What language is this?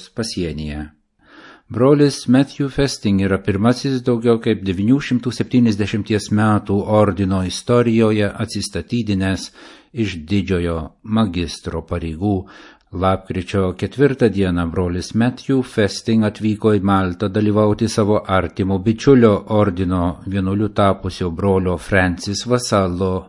Lithuanian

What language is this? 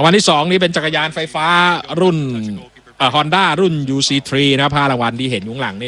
Thai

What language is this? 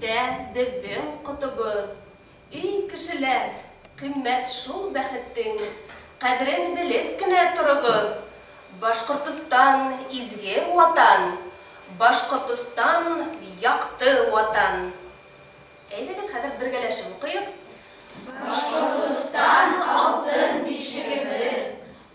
Bashkir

